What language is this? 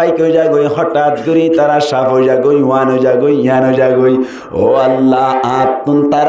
Rohingya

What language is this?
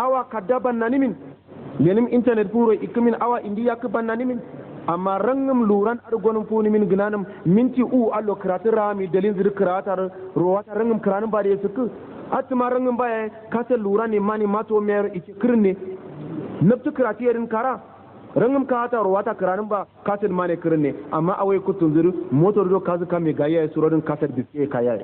Hausa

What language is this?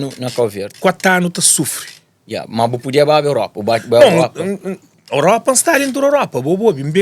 Kabuverdianu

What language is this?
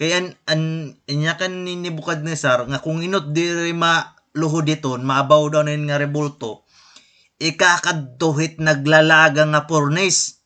Waray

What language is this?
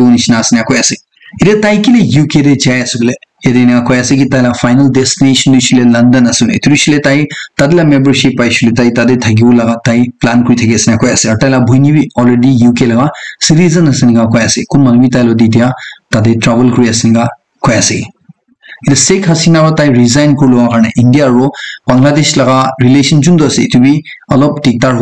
Naga Pidgin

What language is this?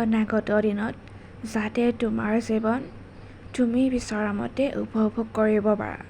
Assamese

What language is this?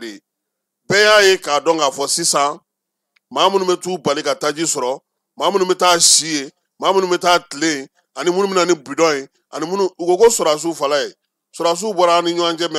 Bambara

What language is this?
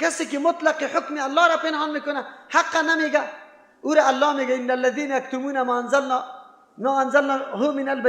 Persian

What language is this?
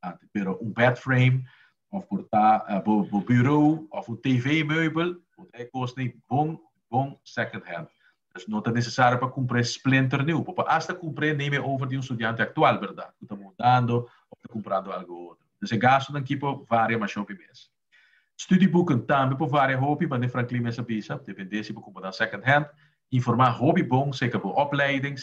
Papiamento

